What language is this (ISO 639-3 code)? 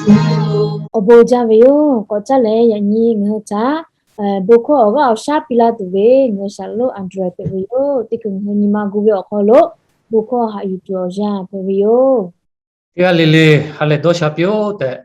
lhu